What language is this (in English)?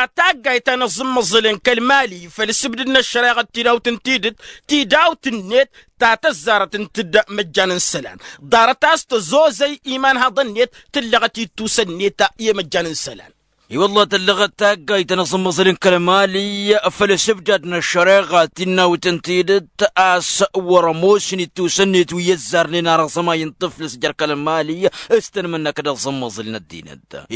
Tamasheq